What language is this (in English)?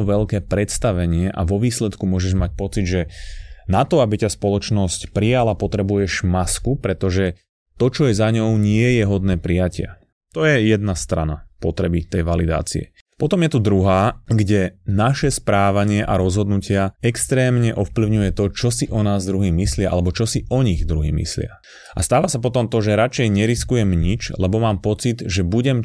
Slovak